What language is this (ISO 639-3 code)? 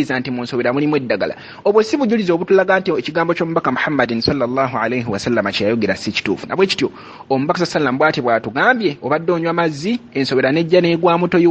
lug